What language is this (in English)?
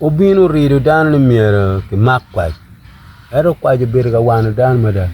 Acoli